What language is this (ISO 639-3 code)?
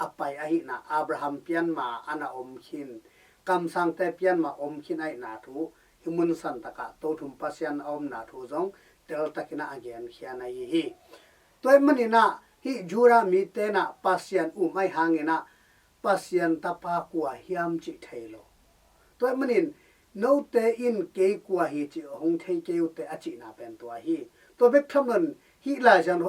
ctd